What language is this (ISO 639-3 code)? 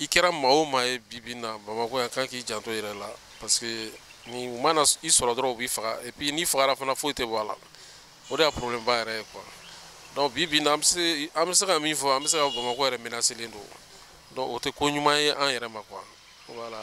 bam